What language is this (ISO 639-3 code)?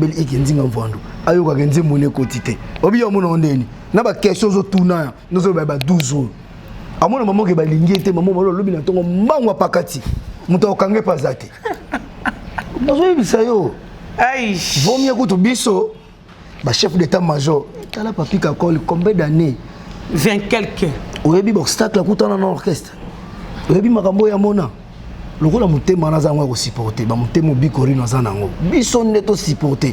lin